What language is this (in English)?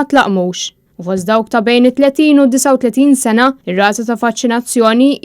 Maltese